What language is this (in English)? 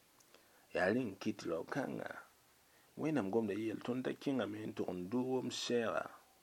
Mossi